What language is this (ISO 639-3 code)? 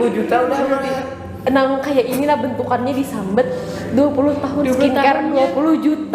bjn